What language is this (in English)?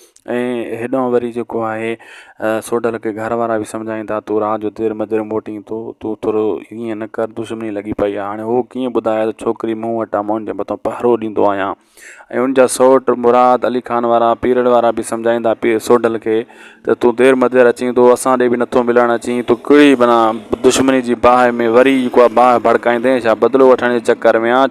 Sindhi